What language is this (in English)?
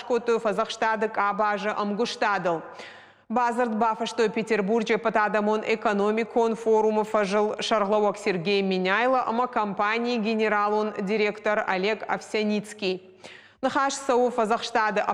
Ossetic